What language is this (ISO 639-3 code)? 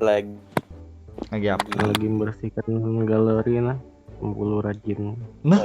bjn